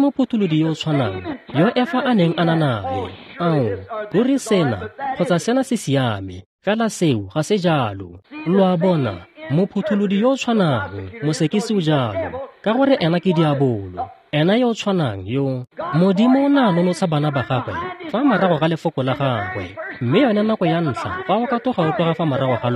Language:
Tswana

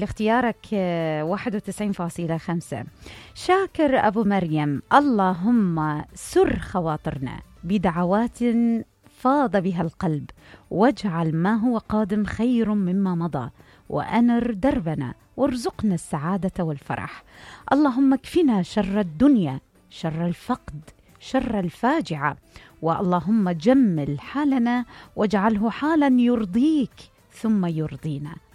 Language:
Mesopotamian Arabic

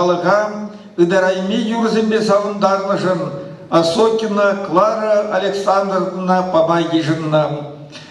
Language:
Chuvash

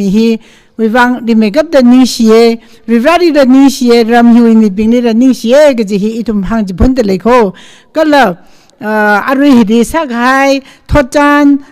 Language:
Tangkhul Naga (India)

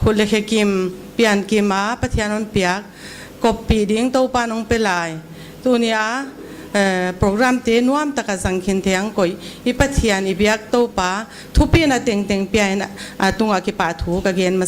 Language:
Paite Chin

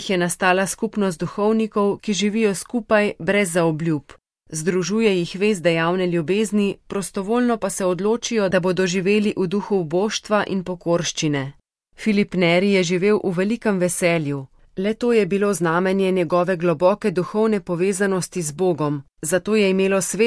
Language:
Slovenian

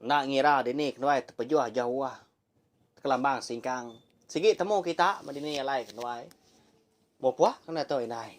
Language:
Iban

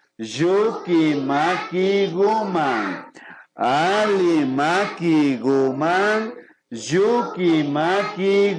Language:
Imbabura Highland Quichua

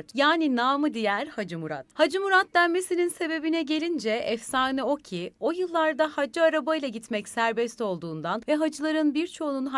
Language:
Turkish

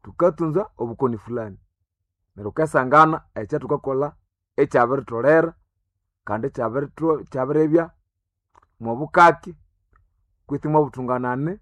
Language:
Nande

